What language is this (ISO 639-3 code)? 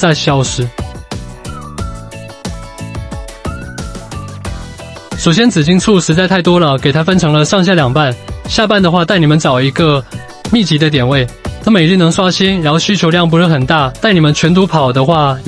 zho